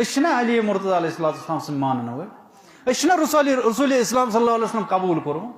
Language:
Kashmiri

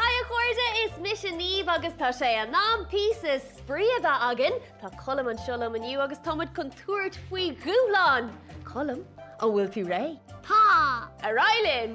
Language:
Irish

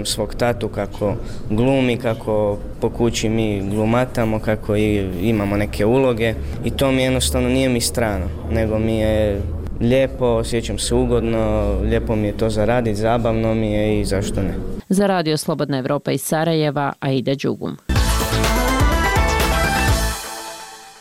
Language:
Bosnian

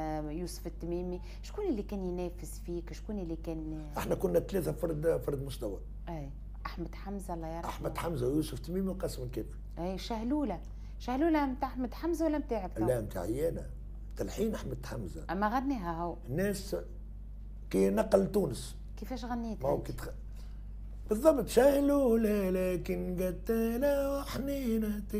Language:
Tunisian Arabic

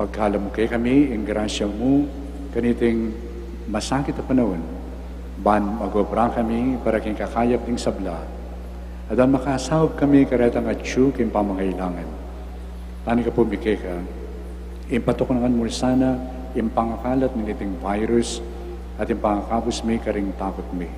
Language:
Pampanga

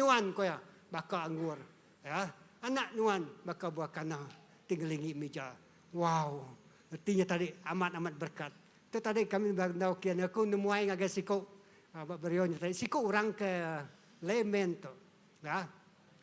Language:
Iban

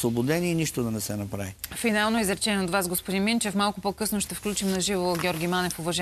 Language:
Bulgarian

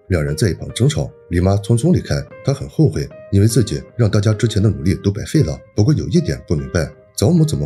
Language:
Chinese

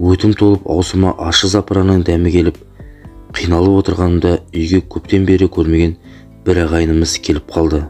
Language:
Kazakh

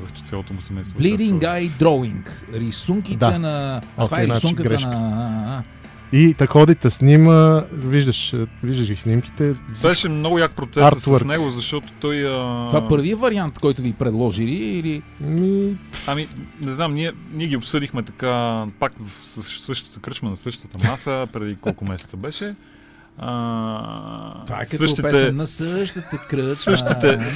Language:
Bulgarian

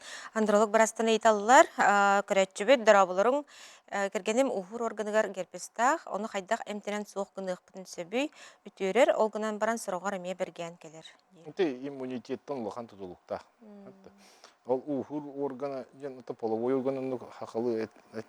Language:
Yakut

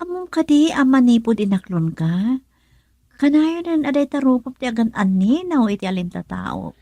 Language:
Iloko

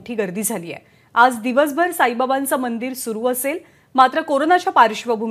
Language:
Marathi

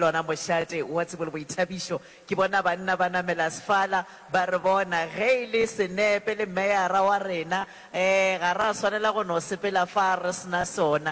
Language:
Northern Sotho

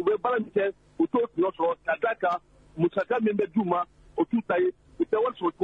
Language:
Bambara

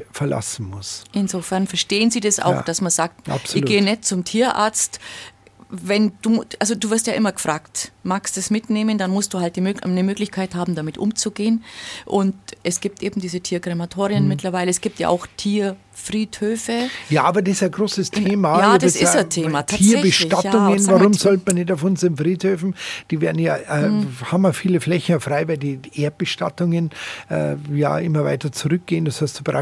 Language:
German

